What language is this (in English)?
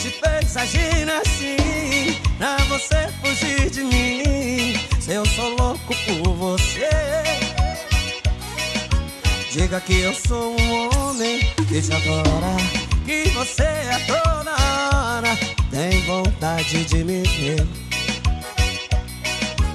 Portuguese